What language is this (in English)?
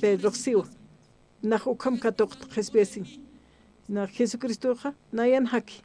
Aymara